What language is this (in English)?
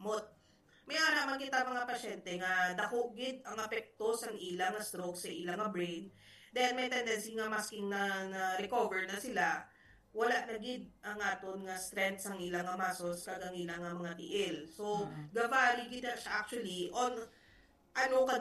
Hiligaynon